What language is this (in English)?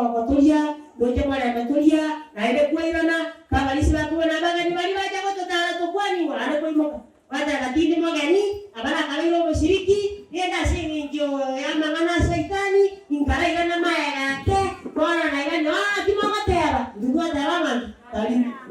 Gusii